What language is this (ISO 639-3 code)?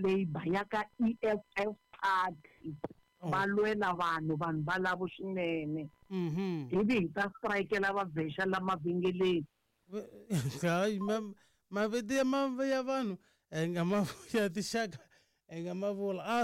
tso